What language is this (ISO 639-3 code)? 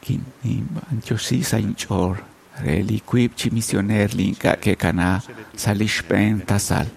kek